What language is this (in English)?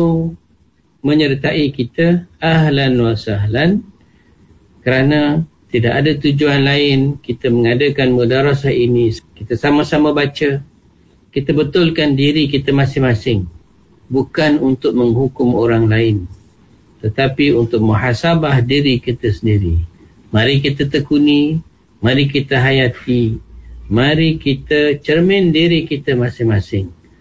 Malay